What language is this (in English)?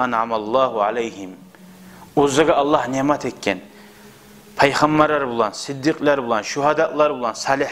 Kumyk